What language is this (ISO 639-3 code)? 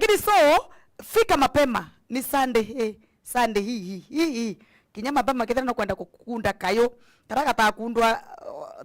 mer